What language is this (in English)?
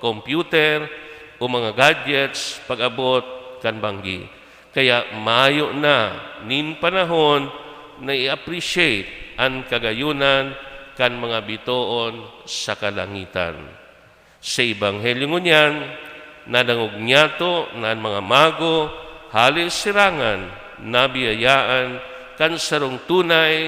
Bikol